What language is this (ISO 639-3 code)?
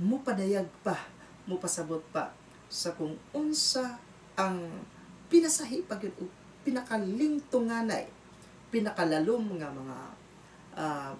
ceb